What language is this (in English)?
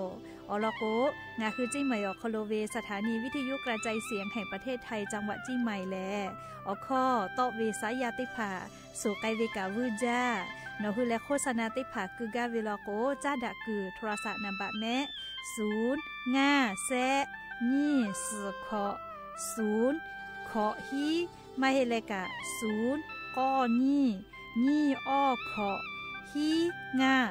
Lahu